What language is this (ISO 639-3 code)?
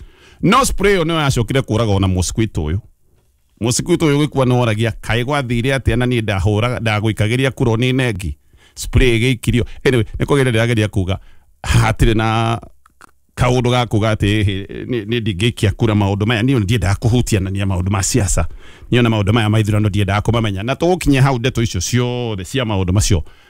kik